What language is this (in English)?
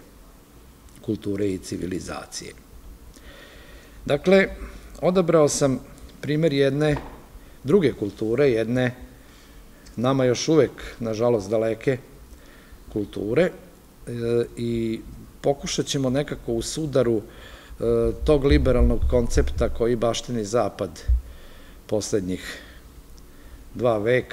Serbian